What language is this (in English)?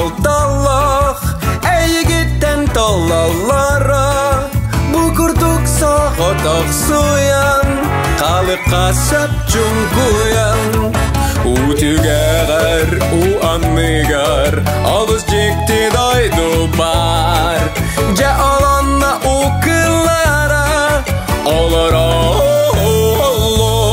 Yakut